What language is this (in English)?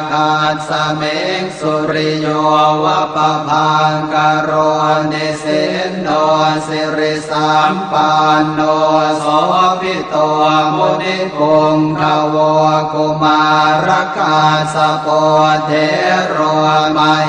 Pali